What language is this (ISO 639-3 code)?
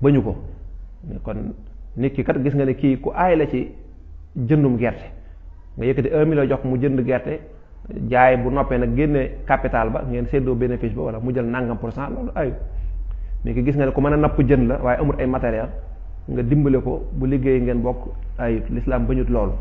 wol